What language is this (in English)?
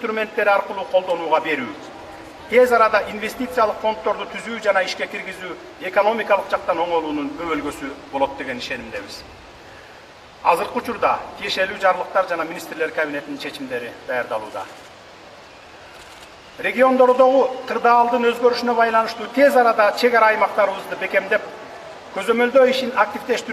Kyrgyz